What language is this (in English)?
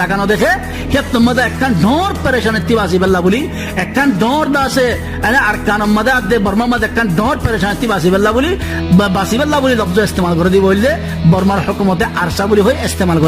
Rohingya